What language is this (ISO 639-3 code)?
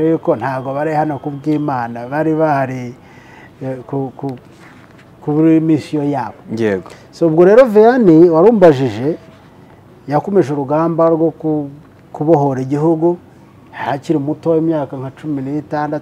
kin